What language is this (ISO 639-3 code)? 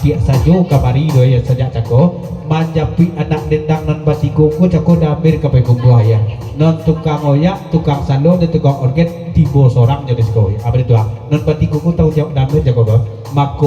min